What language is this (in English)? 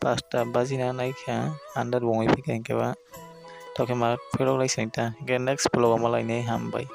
Kok Borok